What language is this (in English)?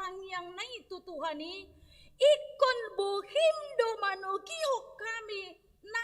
Batak Toba